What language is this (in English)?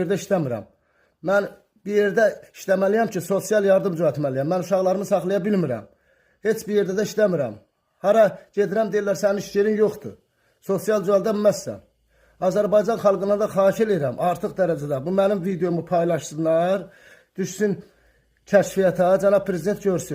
Azerbaijani